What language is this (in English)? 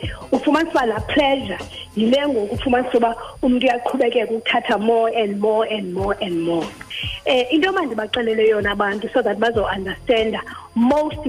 Xhosa